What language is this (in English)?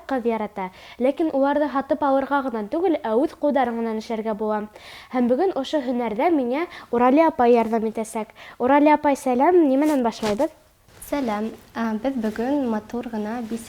Bashkir